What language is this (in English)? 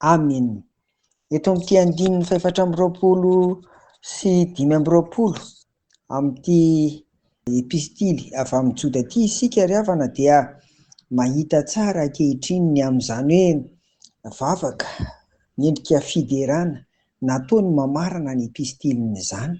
Malagasy